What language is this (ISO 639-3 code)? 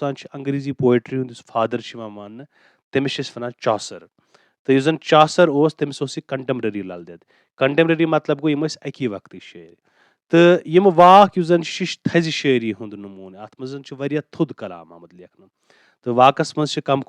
kas